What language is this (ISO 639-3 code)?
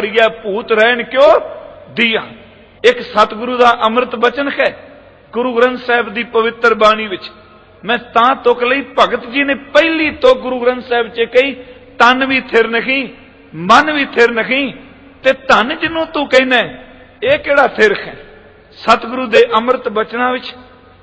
pan